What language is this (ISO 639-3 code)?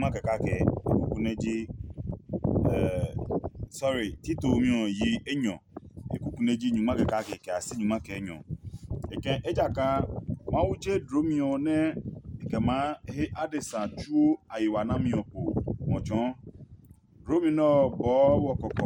ada